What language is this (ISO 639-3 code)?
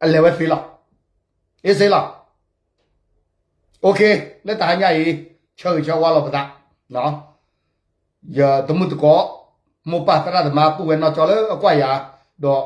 ksw